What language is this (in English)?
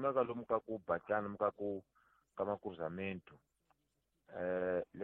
Tsonga